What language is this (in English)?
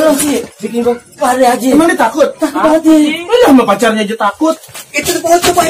Betawi